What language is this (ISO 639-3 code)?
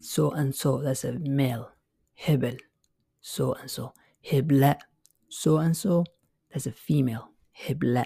eng